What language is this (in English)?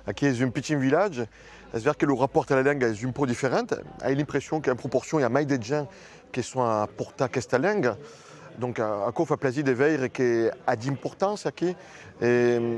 Occitan